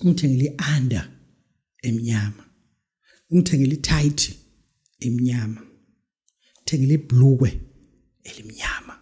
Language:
Zulu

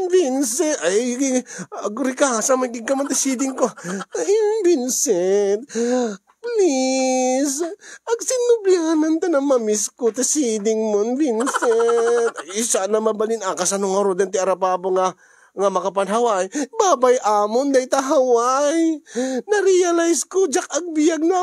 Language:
Iloko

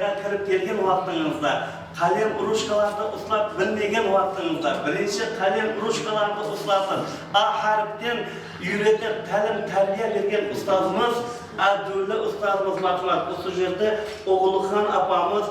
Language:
Kara-Kalpak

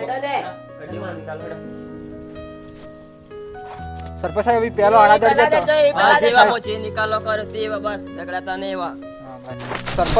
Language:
Gujarati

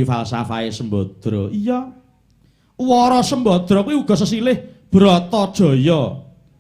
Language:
Javanese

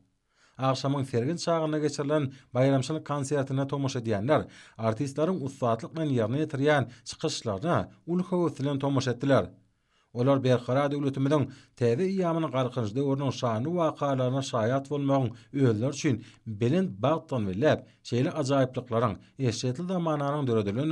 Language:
Turkmen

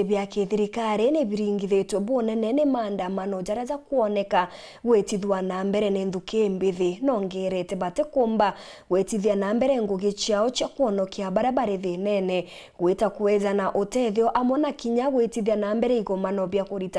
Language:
Meru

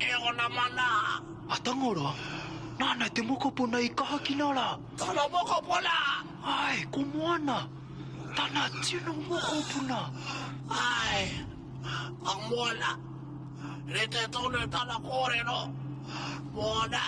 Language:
Māori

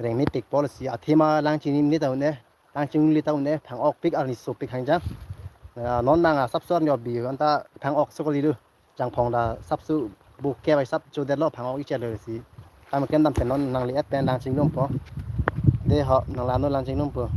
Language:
Karbi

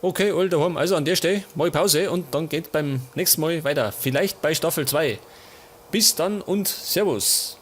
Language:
Bavarian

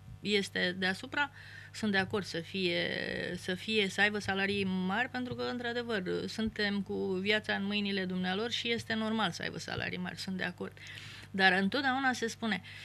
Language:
Romanian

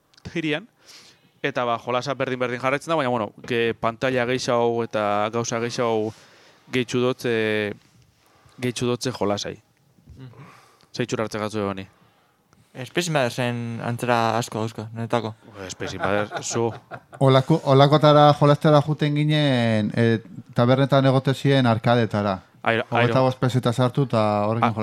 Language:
Basque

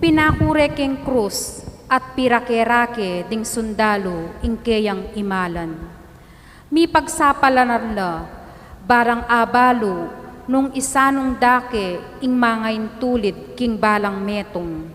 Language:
Pampanga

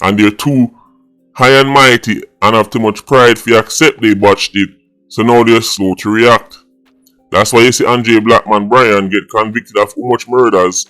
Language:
Jamaican Creole English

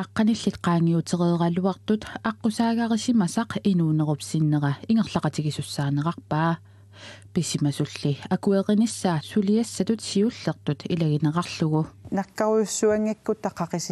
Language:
Kalaallisut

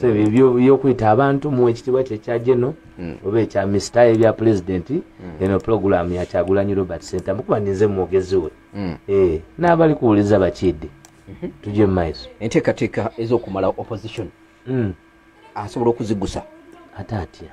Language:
Ganda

